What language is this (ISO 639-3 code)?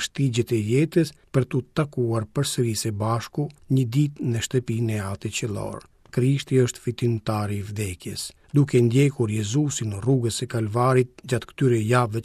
sqi